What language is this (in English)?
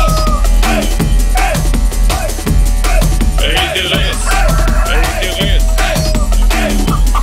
Swedish